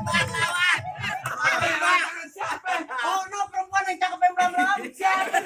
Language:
Betawi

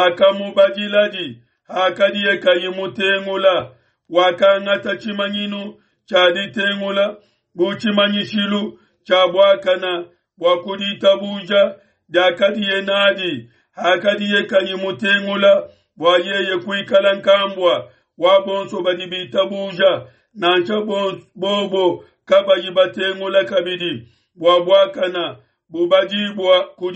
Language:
Luba-Lulua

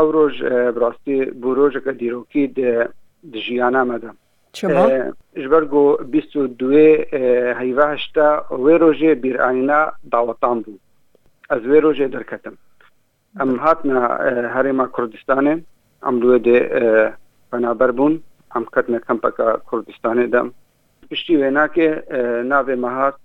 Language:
Kurdish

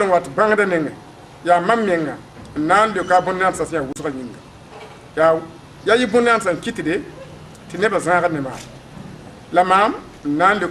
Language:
Mossi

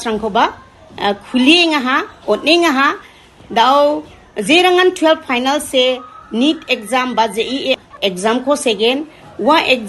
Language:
Garo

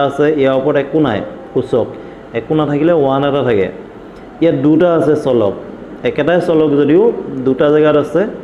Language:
Assamese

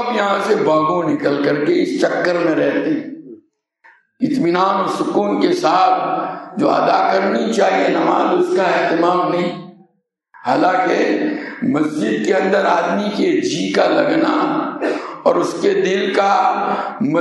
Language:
Urdu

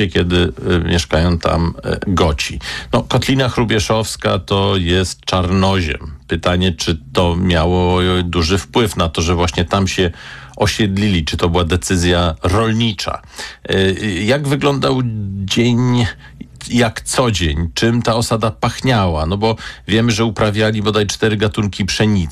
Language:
Polish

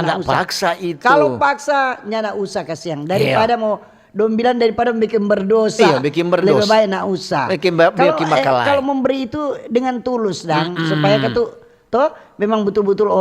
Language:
Manado Malay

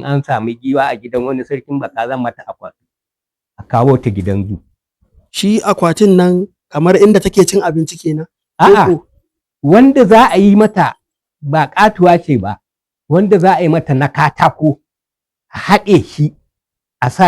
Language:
Hausa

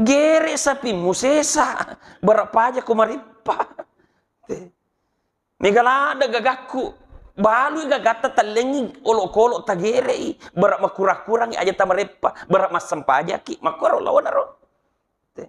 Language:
Buginese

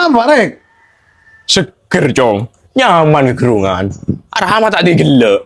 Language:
Madurese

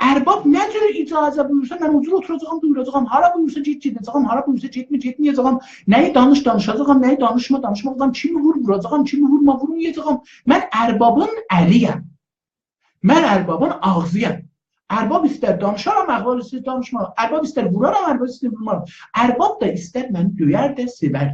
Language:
South Azerbaijani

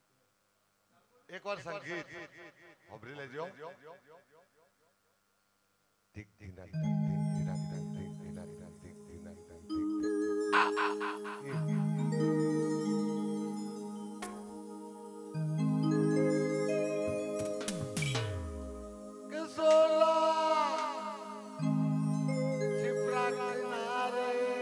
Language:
Gujarati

